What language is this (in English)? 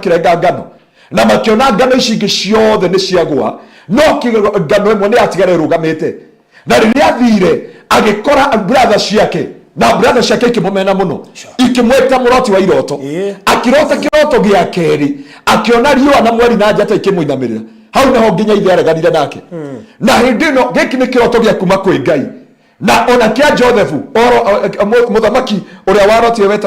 Kikuyu